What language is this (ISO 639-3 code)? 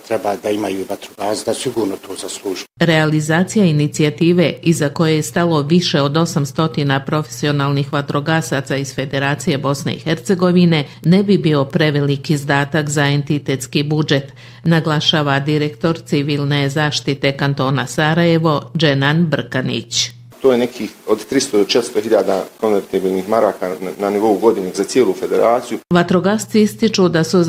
bos